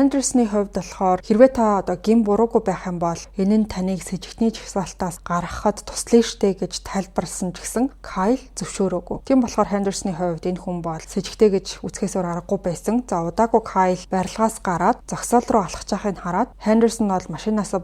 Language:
Mongolian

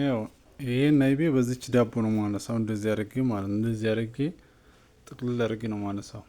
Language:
Amharic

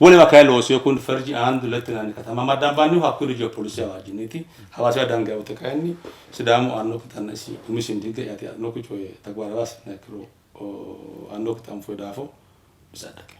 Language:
Sidamo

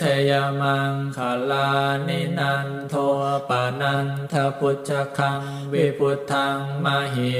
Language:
Pali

